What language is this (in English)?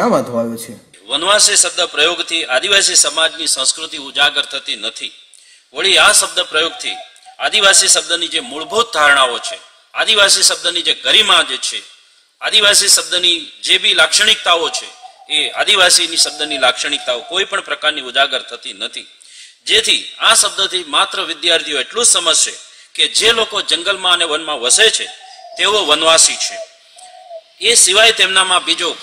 Gujarati